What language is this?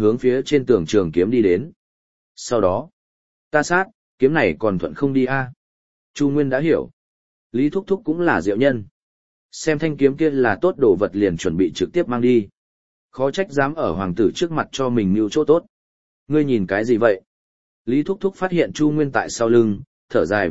Vietnamese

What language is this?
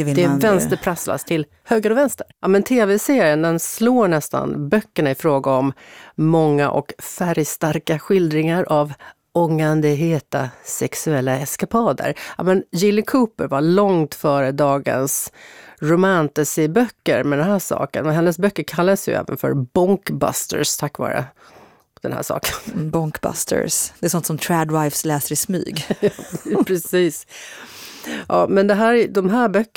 Swedish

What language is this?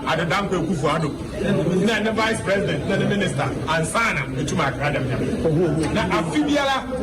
Akan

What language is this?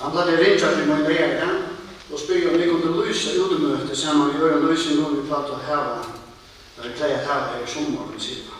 Faroese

